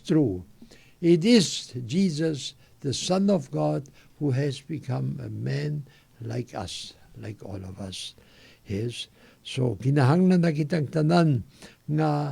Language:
Cebuano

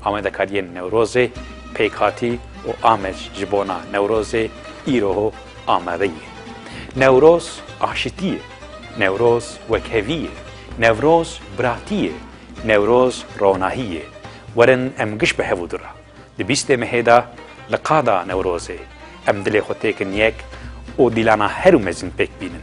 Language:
Kurdish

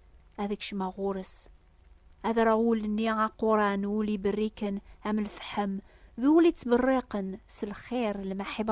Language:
Kabyle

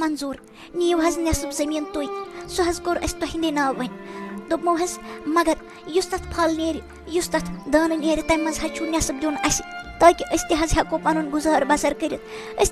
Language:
Kashmiri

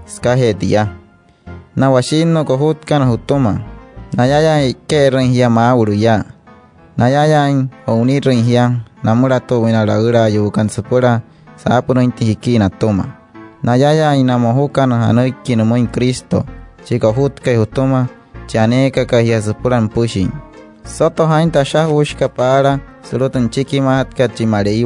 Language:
Wayuu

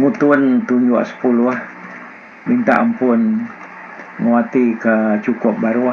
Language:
Iban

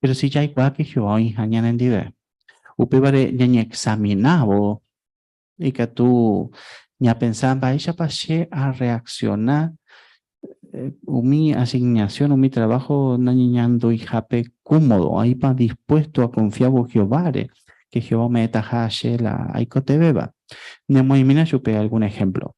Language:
Guarani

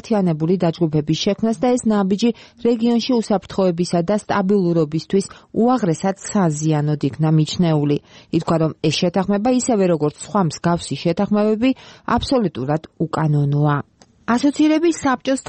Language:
Georgian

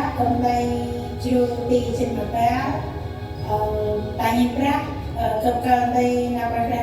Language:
Central Mnong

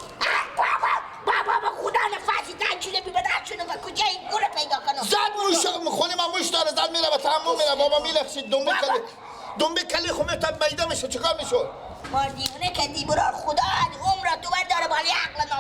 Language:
Persian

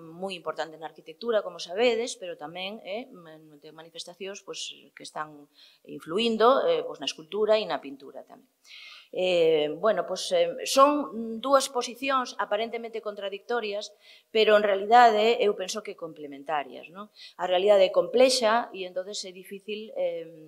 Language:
Galician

